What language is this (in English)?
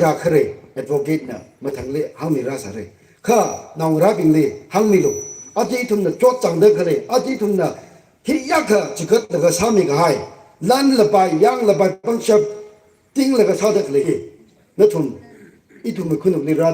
Tangkhul Naga (India)